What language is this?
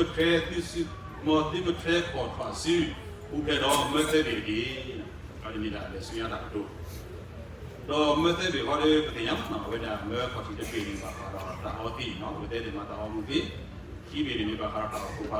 S'gaw Karen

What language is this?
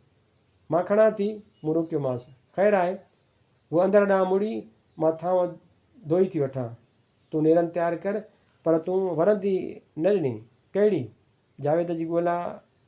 Sindhi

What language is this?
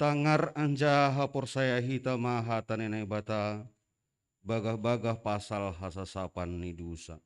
Batak Simalungun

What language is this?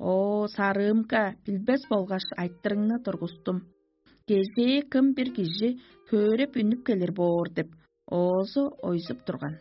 Tuvinian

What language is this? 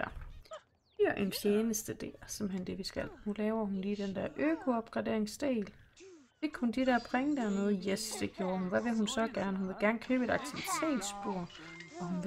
Danish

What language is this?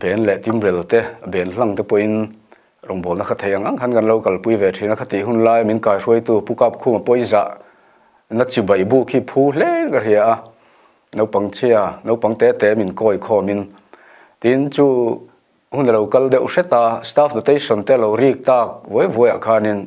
Mizo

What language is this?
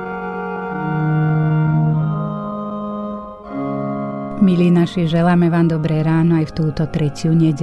Slovak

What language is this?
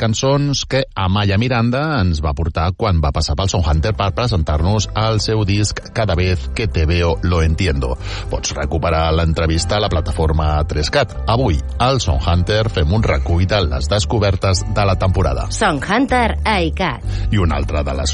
Catalan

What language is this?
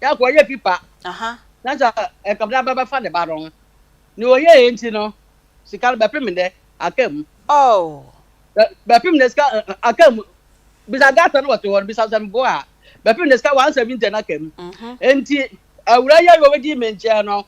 Akan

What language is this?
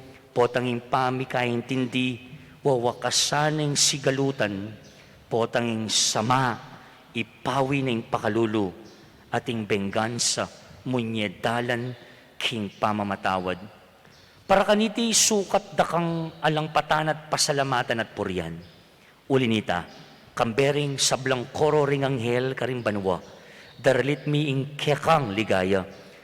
Pampanga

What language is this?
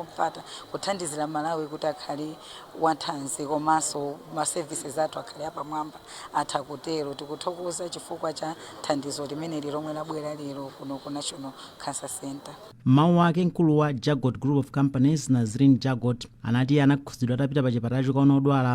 Nyanja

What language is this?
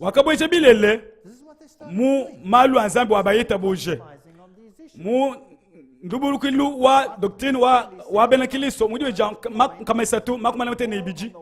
Luba-Lulua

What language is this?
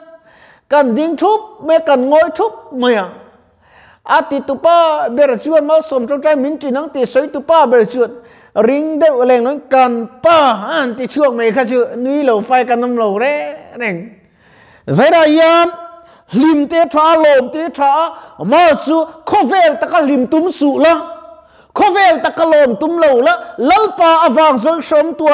Mizo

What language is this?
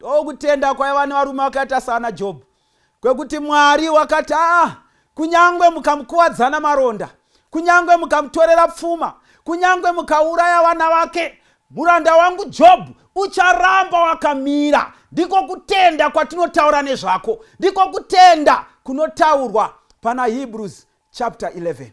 Shona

